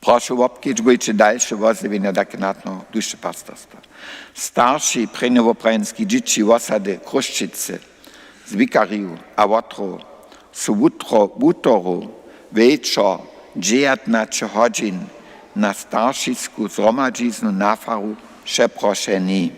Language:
Upper Sorbian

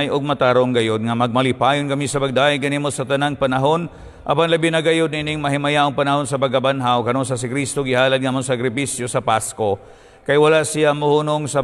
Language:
Cebuano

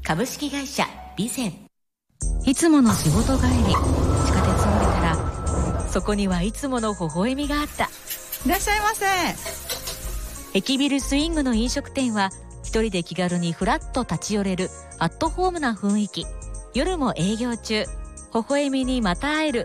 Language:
Japanese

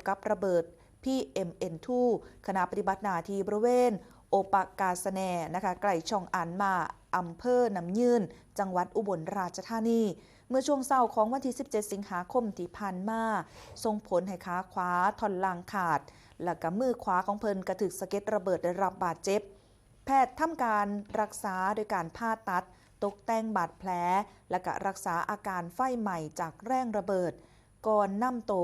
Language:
Northeastern Thai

